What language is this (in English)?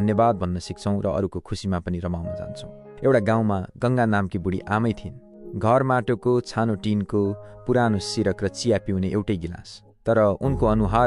Nepali